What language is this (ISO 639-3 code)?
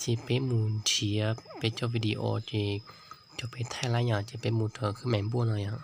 hmn